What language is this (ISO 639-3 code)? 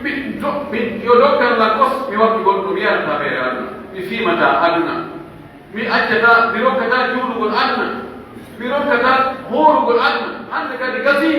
fuf